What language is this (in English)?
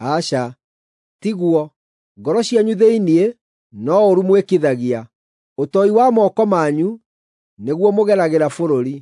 Kikuyu